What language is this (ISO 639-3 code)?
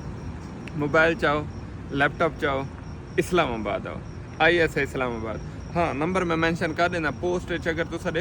skr